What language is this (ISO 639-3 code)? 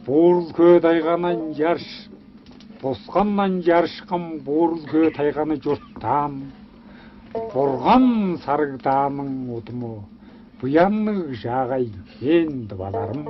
tyv